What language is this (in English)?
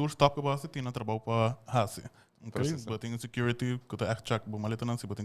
Papiamento